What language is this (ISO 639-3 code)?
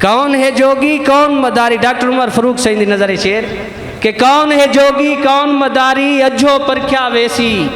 skr